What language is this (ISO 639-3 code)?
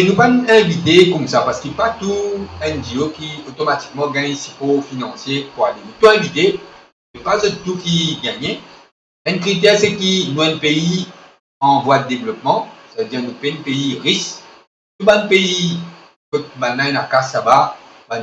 mfe